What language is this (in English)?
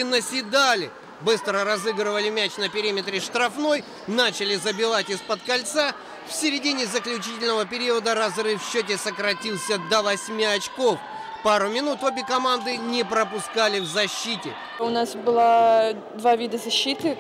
Russian